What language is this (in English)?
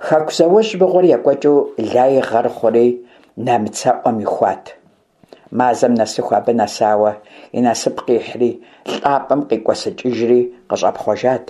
Kabardian